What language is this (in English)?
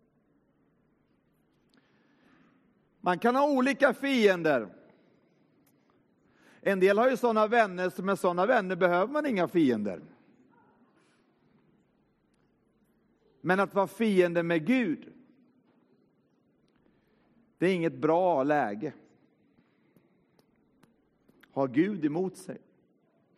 Swedish